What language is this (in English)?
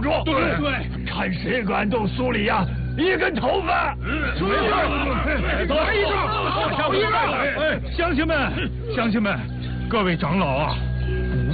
Chinese